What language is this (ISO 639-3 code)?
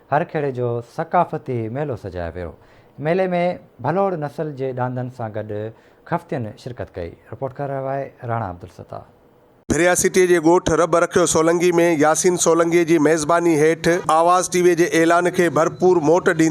snd